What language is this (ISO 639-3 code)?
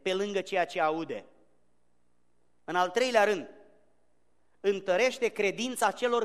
ron